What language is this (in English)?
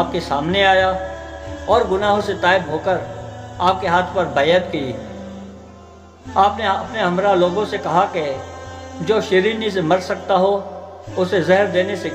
Urdu